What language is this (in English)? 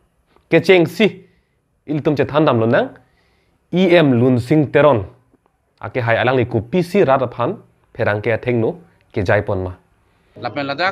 Karbi